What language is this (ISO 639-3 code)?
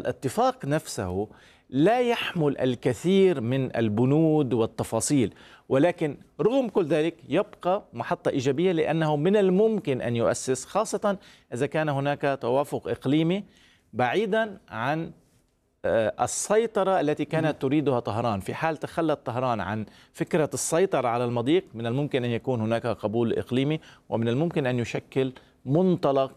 ara